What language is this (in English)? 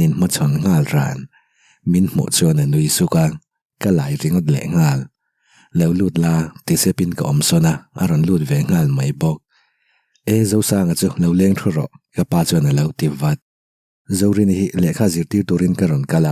Mizo